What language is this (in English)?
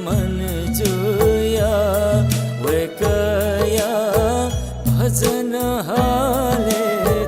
Newari